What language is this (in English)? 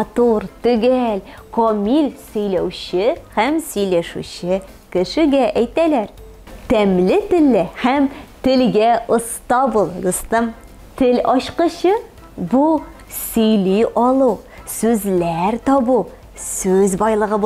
Tatar